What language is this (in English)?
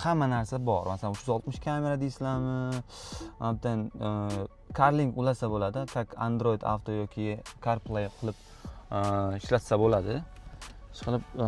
Uzbek